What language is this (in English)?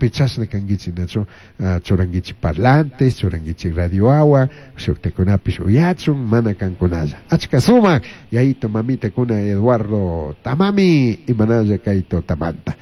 Chimborazo Highland Quichua